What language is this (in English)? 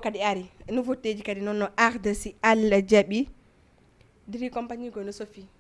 Fula